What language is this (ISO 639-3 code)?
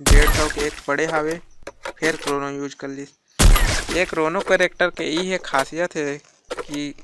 hne